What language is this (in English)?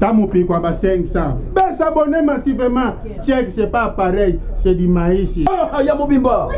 Lingala